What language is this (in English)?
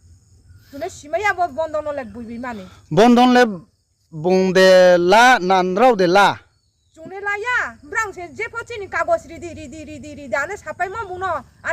Riang (India)